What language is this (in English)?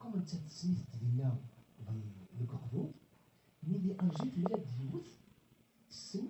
Kabyle